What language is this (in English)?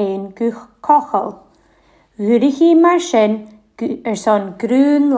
Scottish Gaelic